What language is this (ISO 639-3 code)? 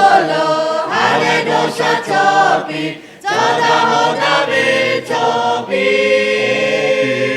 lhu